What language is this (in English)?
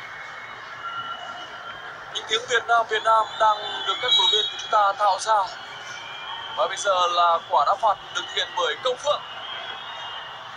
Vietnamese